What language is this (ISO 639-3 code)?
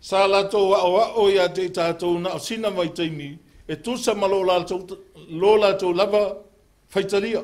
smo